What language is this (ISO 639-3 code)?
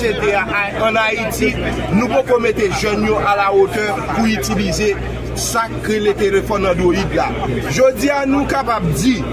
hat